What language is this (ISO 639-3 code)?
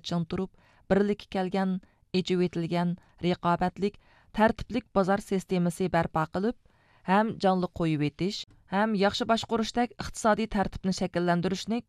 uig